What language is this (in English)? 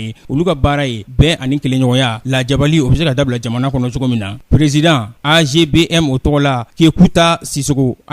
Bambara